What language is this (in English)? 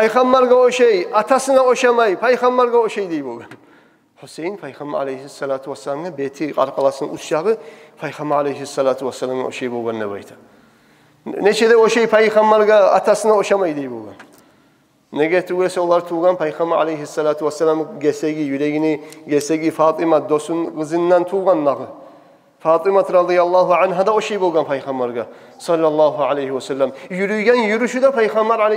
Kumyk